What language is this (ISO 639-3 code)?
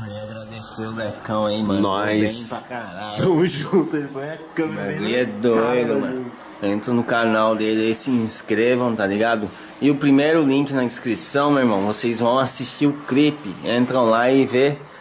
por